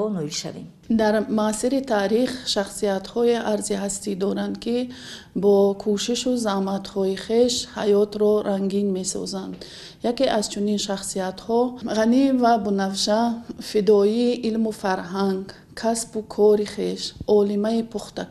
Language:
Tajik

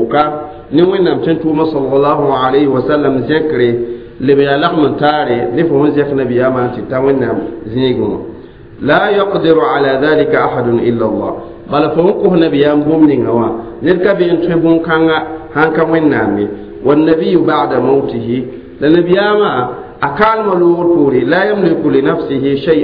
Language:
Mossi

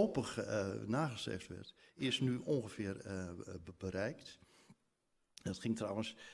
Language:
Dutch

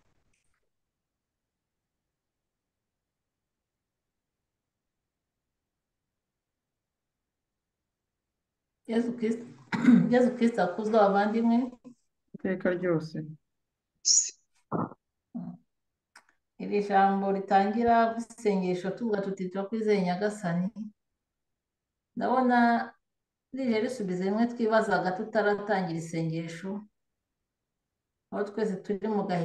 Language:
Kinyarwanda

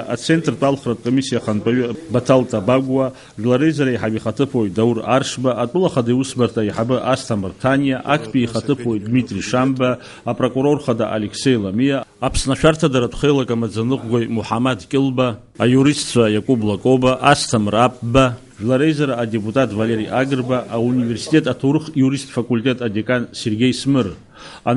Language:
Abkhazian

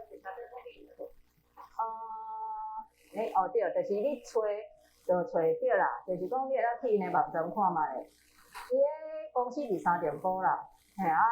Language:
Min Nan Chinese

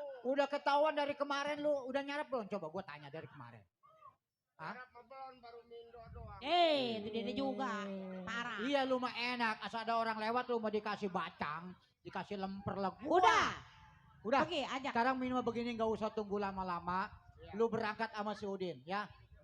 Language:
Betawi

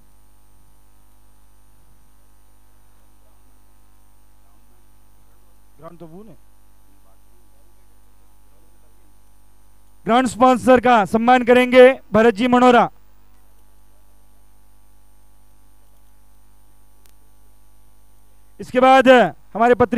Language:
Hindi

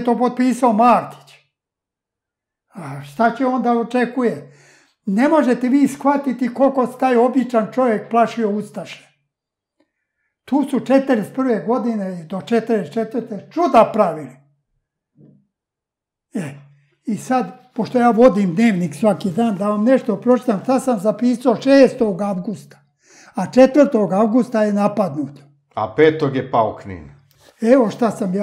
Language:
Serbian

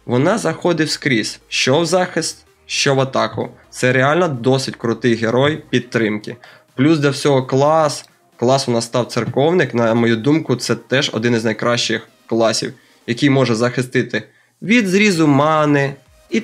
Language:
Ukrainian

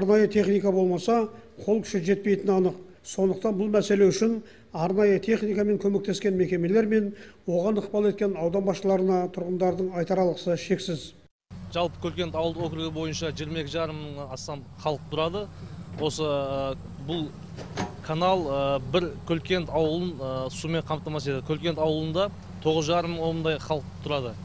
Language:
Kazakh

